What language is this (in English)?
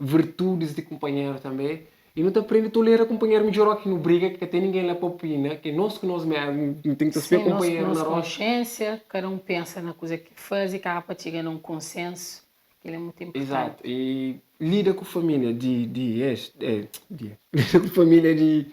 Kabuverdianu